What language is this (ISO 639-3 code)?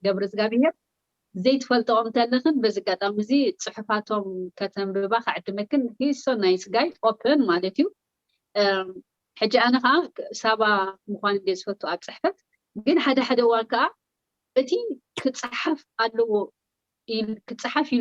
tir